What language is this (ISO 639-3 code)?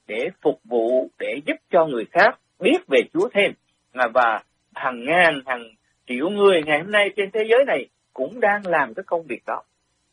vie